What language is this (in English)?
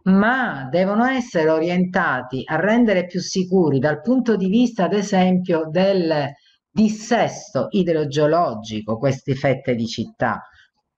Italian